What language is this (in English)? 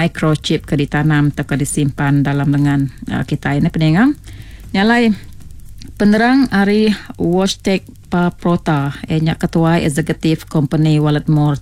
Iban